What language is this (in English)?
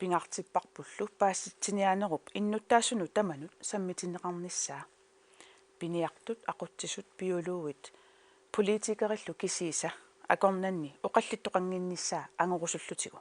Kalaallisut